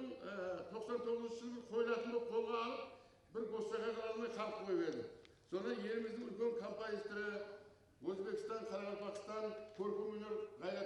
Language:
Kara-Kalpak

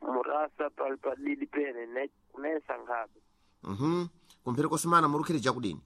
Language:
Sena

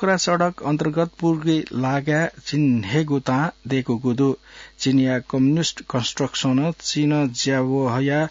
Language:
Newari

